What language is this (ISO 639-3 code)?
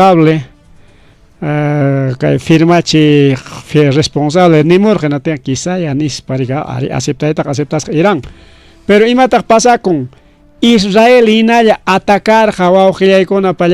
quy